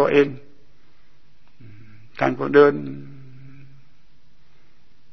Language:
Thai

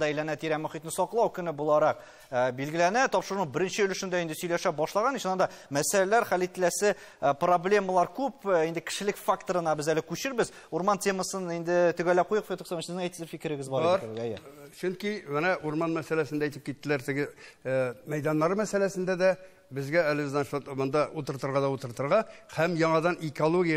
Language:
Tatar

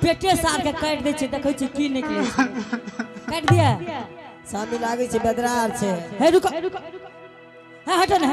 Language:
Angika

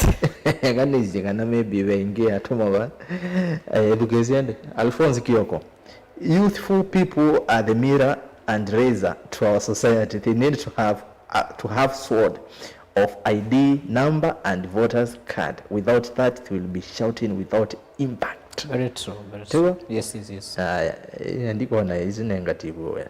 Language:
Kamba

